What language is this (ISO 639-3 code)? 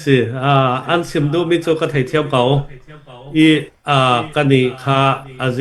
cfm